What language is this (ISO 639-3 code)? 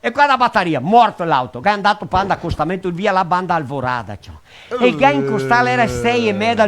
vec